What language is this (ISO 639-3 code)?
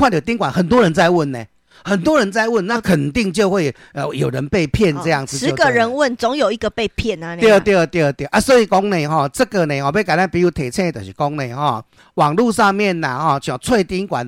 nan